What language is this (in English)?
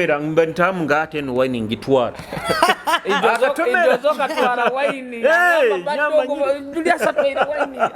Nyoro